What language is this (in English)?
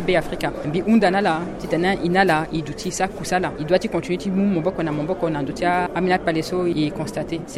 Sango